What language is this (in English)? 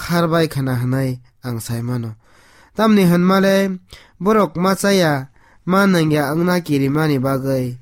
Kok Borok